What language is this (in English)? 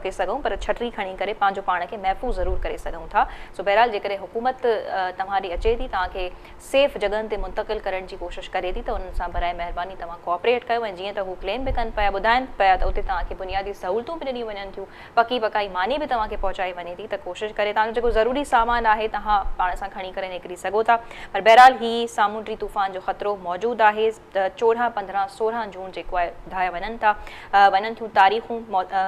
Sindhi